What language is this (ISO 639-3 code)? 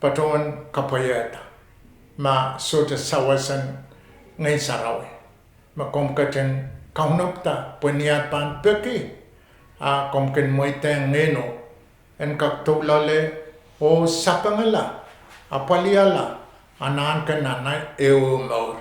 pon